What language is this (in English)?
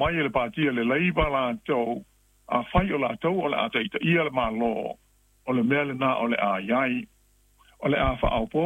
Samoan